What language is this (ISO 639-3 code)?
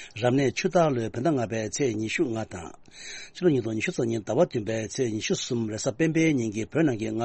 bod